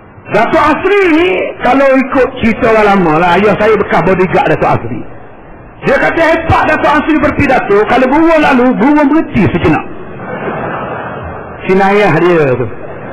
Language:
Malay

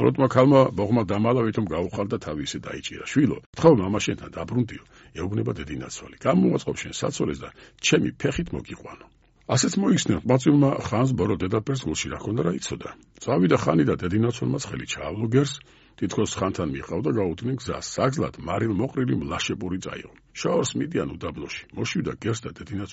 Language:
Georgian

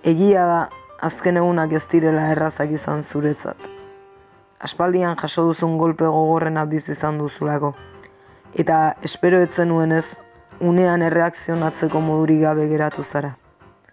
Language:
Basque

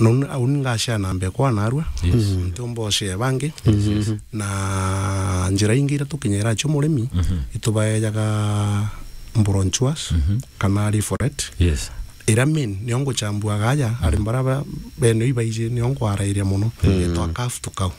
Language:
Meru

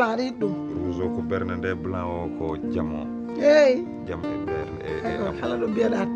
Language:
Fula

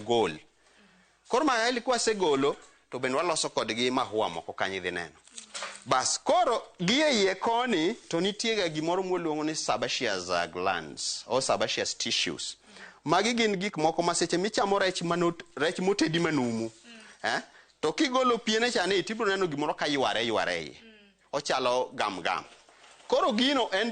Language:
Luo (Kenya and Tanzania)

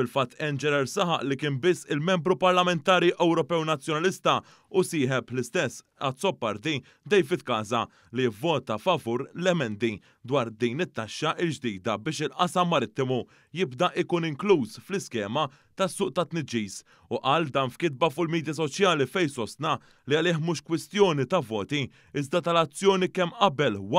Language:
Maltese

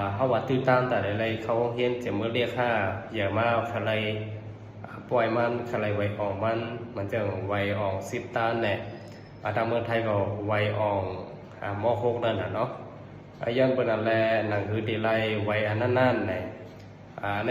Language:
Shan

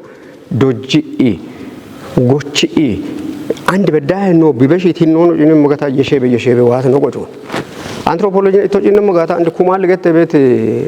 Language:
Kafa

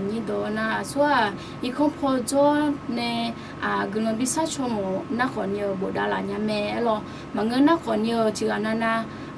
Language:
Akha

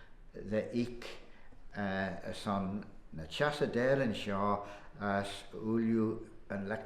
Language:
Manx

